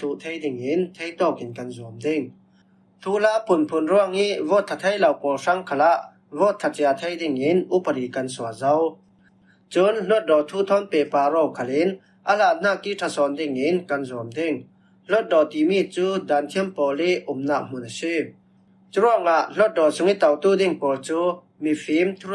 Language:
Falam Chin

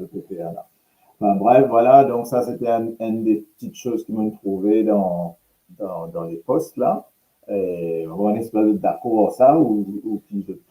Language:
Morisyen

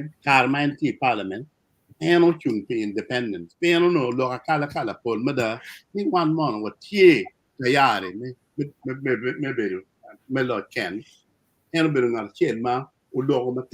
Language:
Acoli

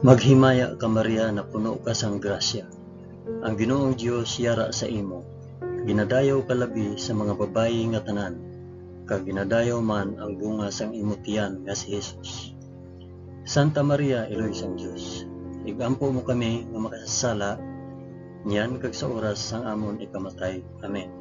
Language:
Hiligaynon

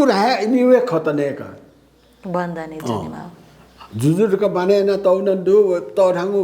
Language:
Newari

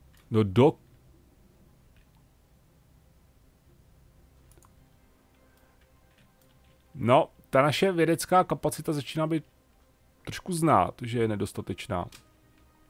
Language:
Czech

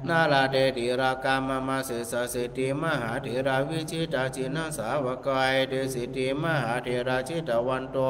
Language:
Pali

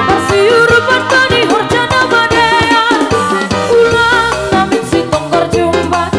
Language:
Batak Simalungun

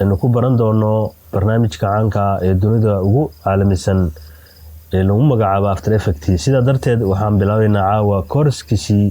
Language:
Somali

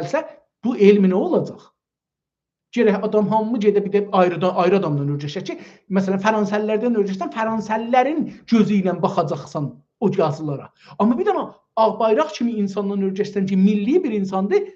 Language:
South Azerbaijani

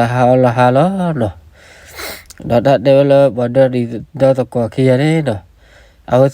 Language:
S'gaw Karen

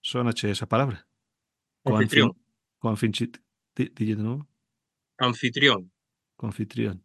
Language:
Galician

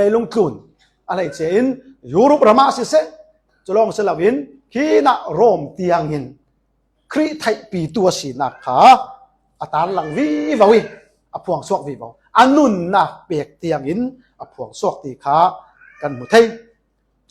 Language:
Falam Chin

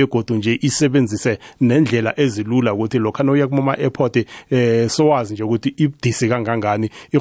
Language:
South Ndebele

